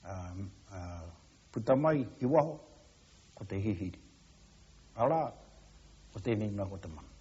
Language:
Māori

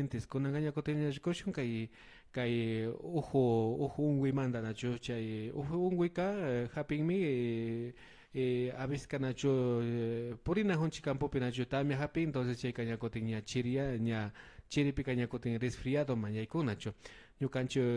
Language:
Imbabura Highland Quichua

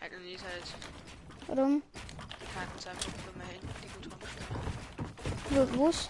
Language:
Bavarian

